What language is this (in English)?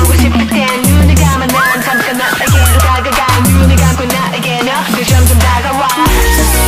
Korean